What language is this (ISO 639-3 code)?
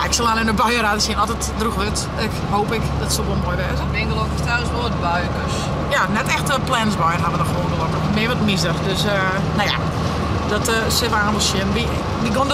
fry